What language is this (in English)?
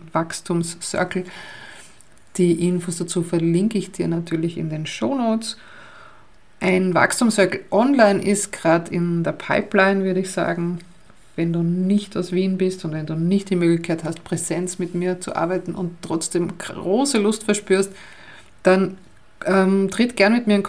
German